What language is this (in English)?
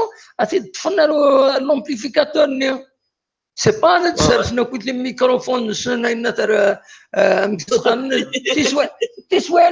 Kabyle